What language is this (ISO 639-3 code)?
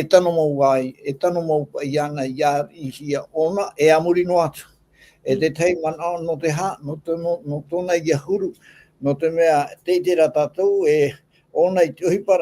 tah